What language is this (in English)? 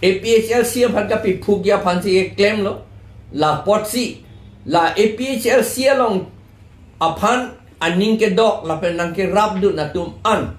Karbi